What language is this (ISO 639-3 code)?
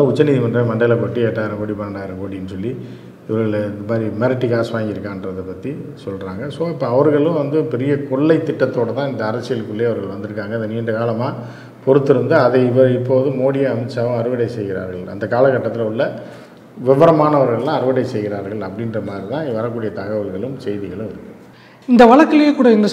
tam